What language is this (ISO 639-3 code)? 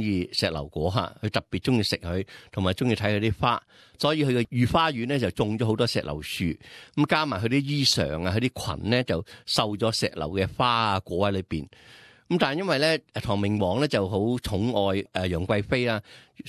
yue